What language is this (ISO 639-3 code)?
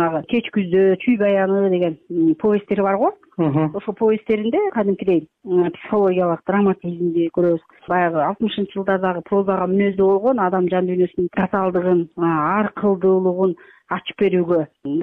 kir